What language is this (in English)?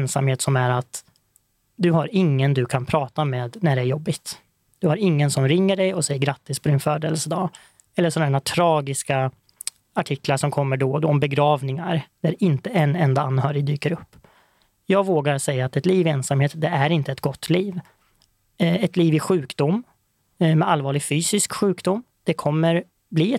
Swedish